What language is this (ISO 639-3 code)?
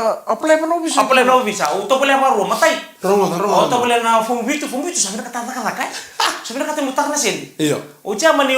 fij